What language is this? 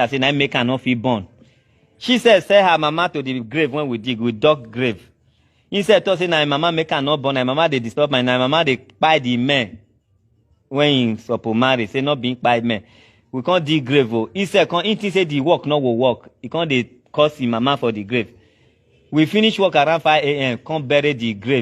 Nigerian Pidgin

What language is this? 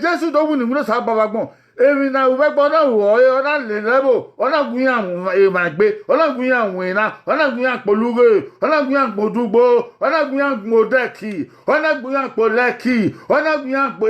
Bini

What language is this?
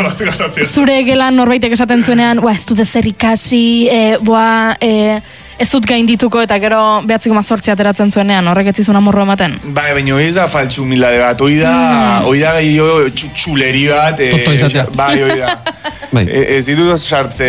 Basque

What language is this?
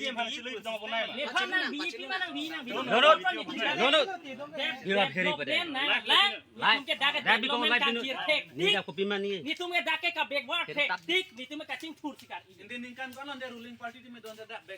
Karbi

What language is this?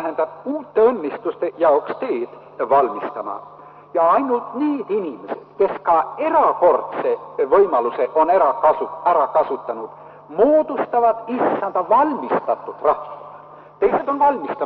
Estonian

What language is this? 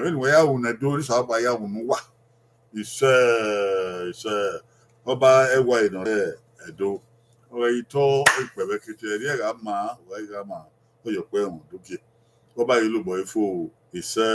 Bini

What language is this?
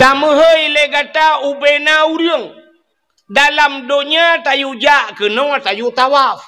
Achinese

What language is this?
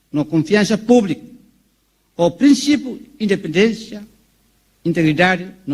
Tetum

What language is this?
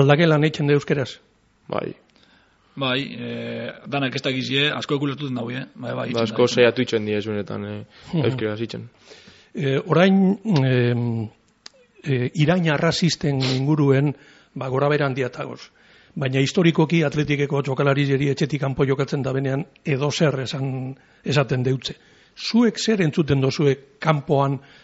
Basque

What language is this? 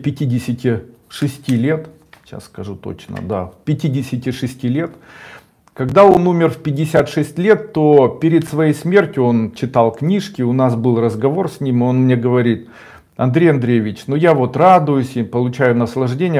Russian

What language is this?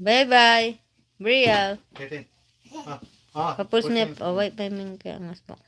Pampanga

